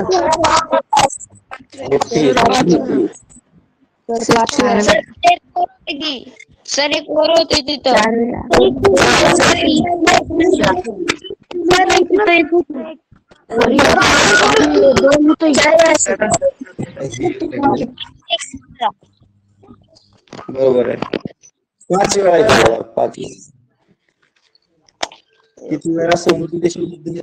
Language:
Marathi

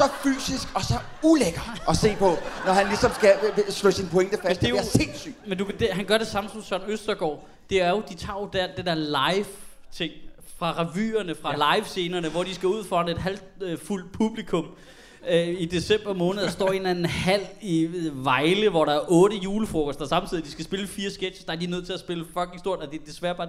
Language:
Danish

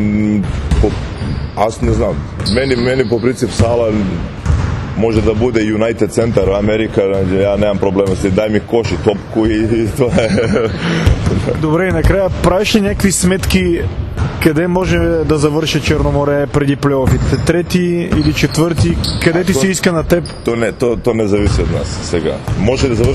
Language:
Bulgarian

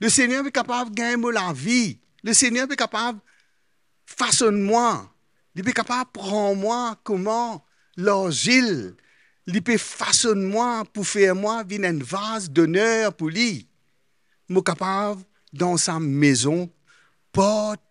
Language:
Morisyen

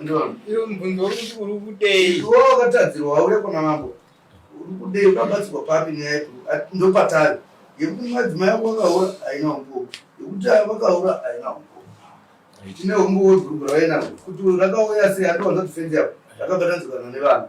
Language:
Shona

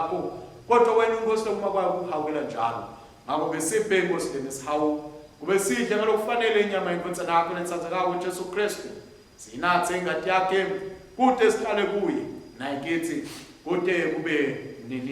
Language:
Swati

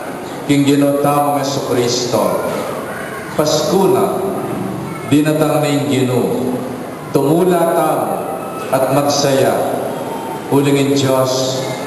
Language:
Pampanga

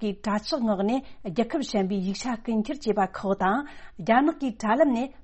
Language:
Tibetan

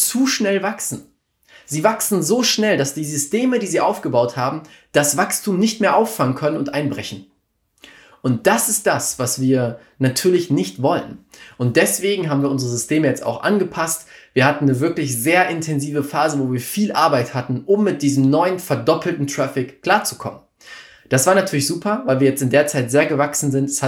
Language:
German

